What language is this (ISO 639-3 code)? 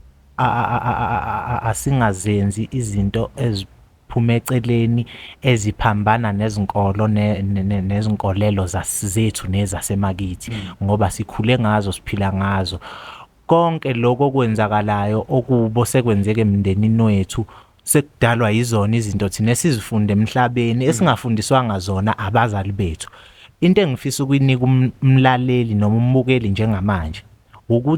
zul